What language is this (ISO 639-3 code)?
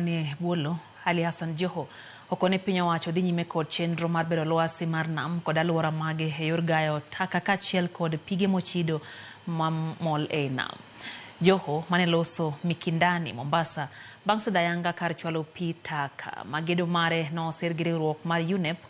luo